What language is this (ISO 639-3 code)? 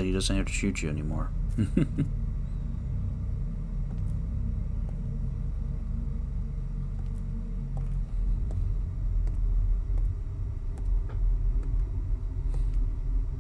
eng